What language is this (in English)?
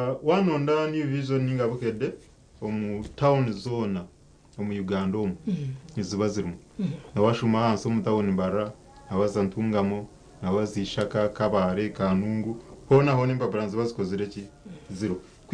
Nyankole